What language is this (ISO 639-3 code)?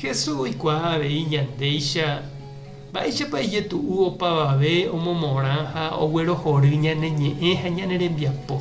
grn